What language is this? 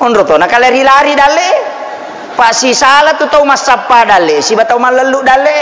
Buginese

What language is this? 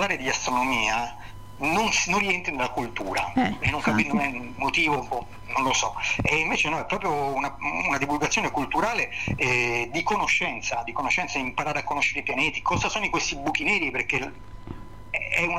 Italian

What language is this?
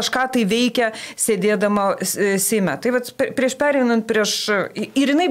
Lithuanian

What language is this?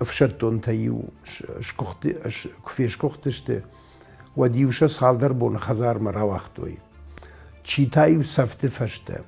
Ossetic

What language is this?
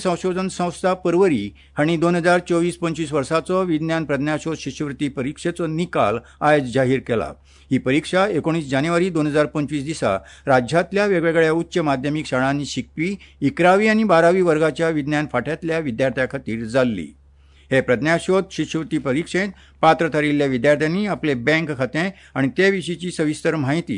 Konkani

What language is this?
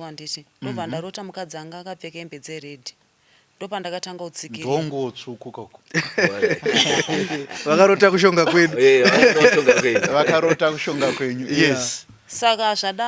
Shona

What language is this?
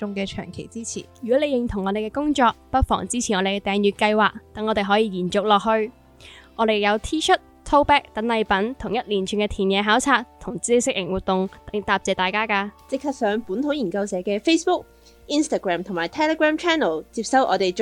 Cantonese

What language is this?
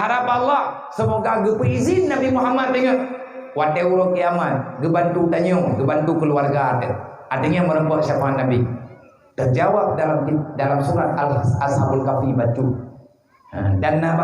Achinese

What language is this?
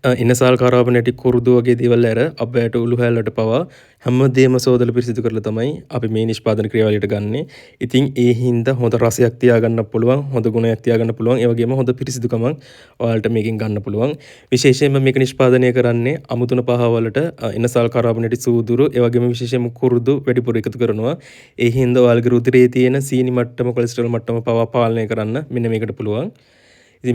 Sinhala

